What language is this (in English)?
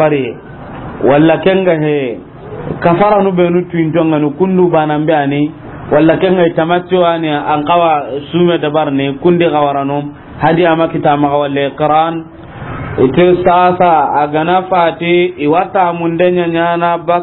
Soninke